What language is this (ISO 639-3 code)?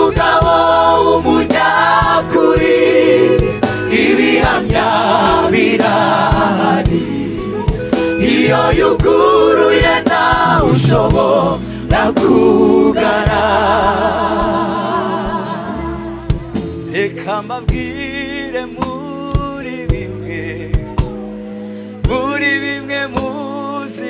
kin